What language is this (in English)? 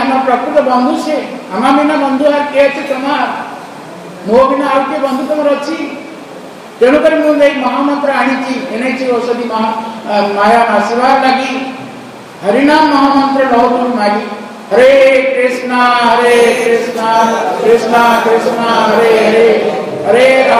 Odia